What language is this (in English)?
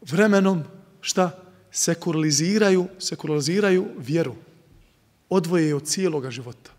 Bosnian